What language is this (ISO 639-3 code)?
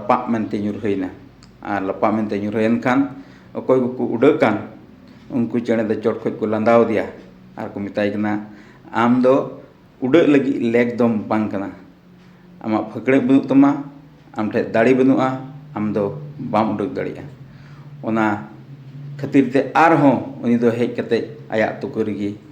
sat